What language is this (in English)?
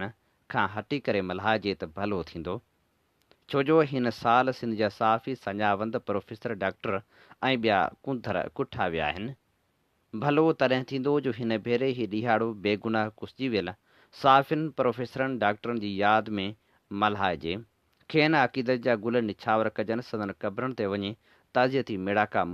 Sindhi